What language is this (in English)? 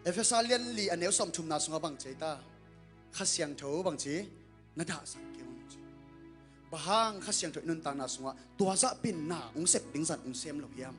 Tedim Chin